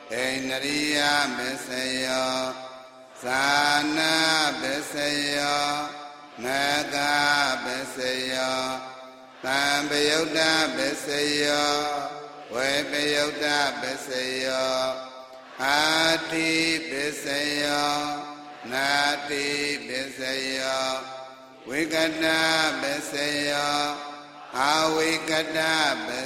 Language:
Burmese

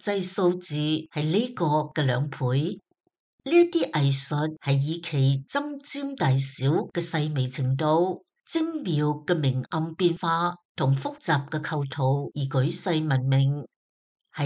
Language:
Cantonese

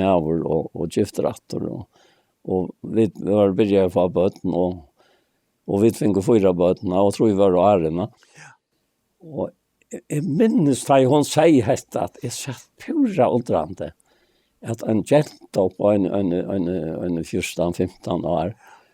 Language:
Faroese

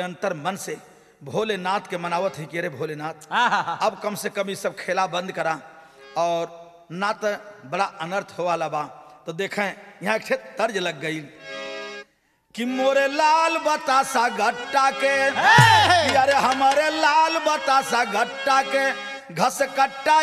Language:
Bhojpuri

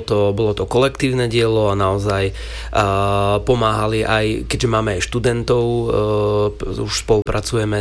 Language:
Slovak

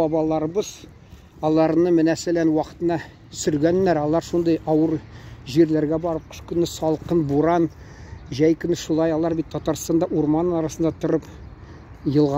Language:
Tatar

